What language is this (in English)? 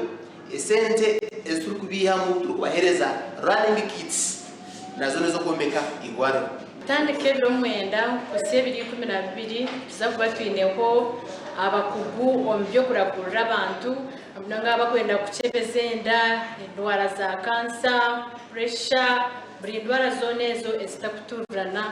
Nyankole